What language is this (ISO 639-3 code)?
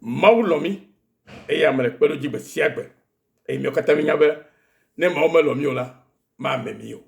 ewe